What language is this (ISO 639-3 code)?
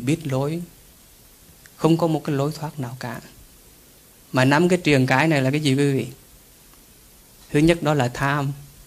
vie